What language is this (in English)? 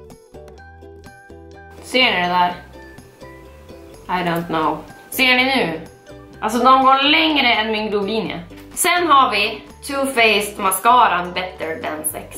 Swedish